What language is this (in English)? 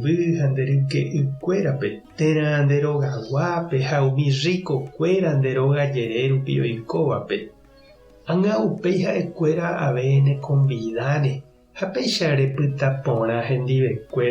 Guarani